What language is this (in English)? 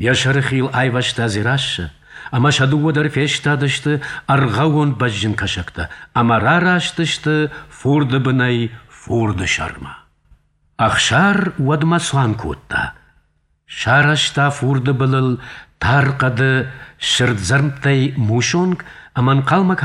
Ossetic